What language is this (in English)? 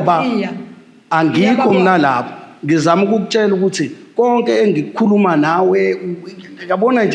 Zulu